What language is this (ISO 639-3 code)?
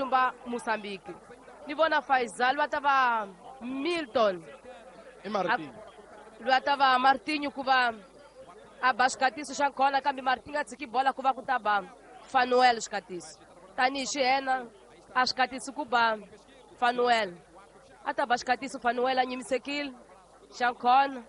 tso